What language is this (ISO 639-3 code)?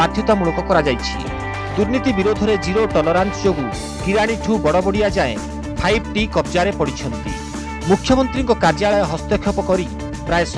ori